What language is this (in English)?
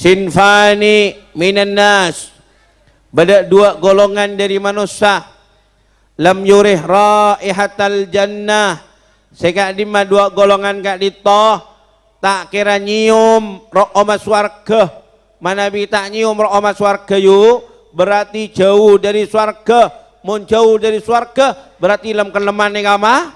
Madurese